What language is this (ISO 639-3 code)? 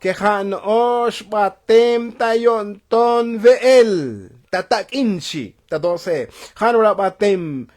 tzo